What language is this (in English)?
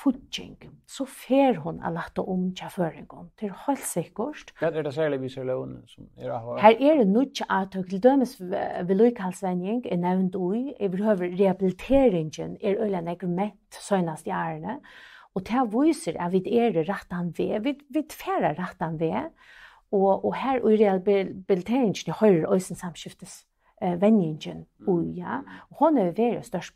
Faroese